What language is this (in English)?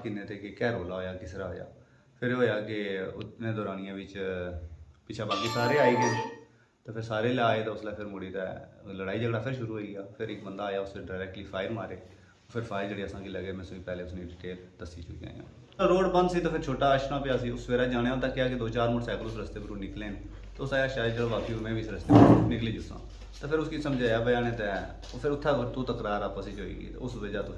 Pahari-Potwari